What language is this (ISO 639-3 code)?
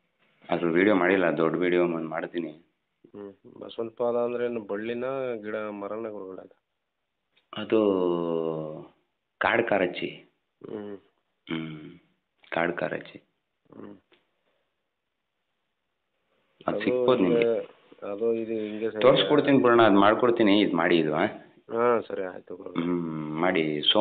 kan